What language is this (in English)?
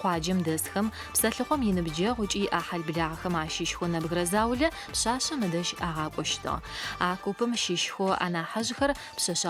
Adyghe